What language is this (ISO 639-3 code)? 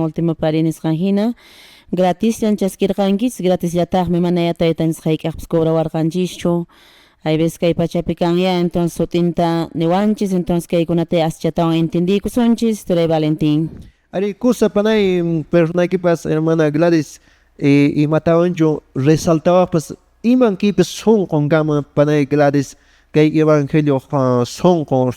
que